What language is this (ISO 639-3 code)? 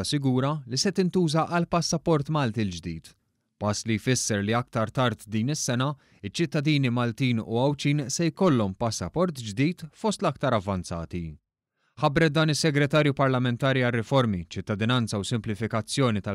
mlt